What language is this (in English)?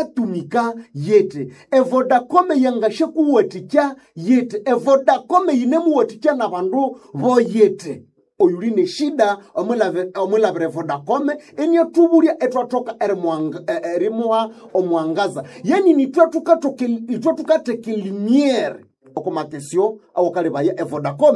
Nande